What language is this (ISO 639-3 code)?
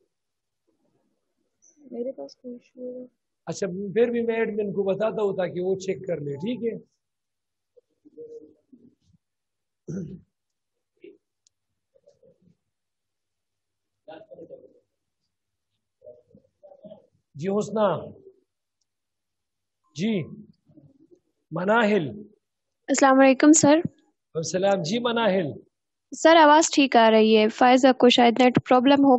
urd